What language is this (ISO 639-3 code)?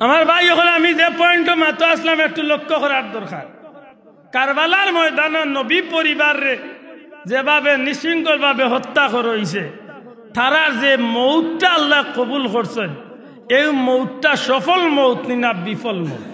syl